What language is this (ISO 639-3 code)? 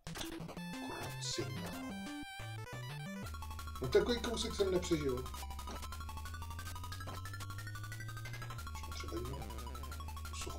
ces